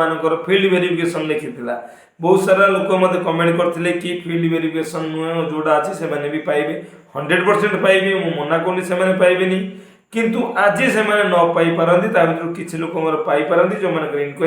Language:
Odia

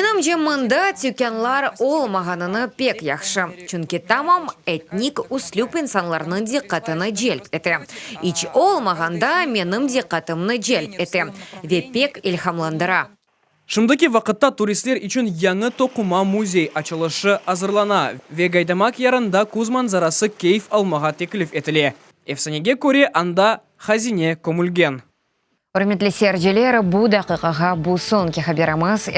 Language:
Crimean Tatar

